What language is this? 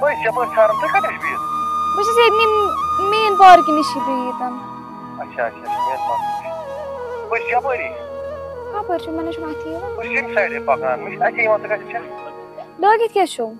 Kashmiri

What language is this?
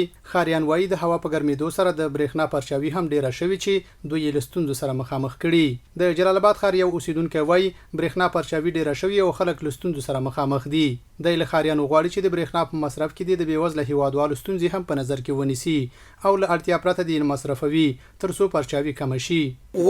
Pashto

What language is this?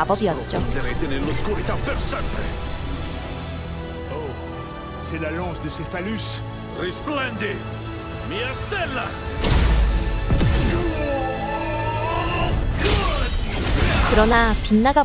Korean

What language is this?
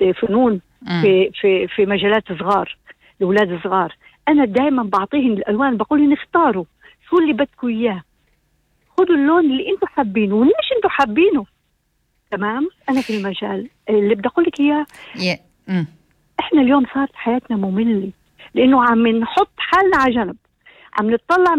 North Levantine Arabic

